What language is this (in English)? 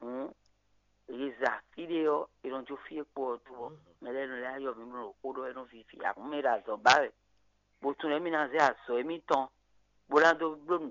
Fon